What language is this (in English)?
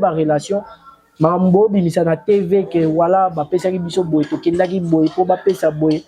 Lingala